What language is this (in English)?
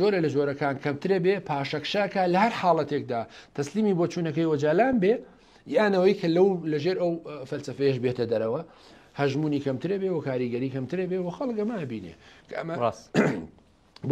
Central Kurdish